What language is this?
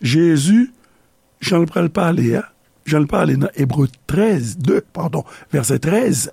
Haitian Creole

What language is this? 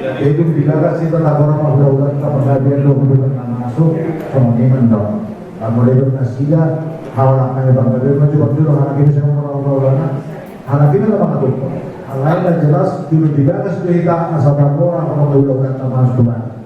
Batak Toba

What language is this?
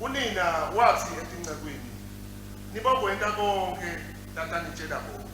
Swati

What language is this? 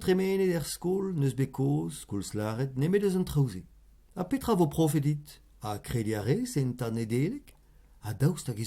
Breton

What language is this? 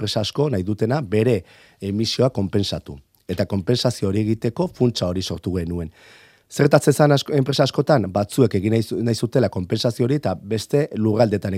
Basque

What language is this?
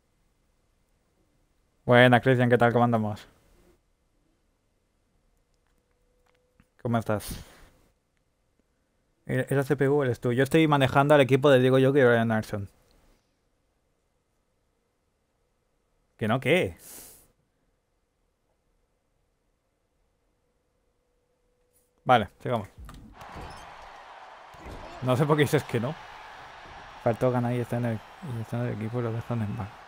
Spanish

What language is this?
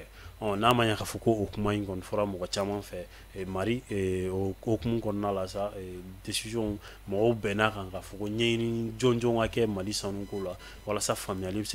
Bambara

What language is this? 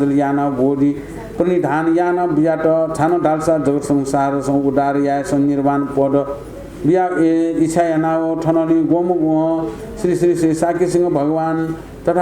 Newari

